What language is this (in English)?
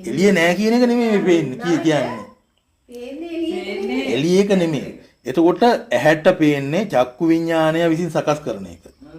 Sinhala